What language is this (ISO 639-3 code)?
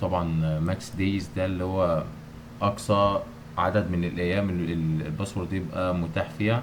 arz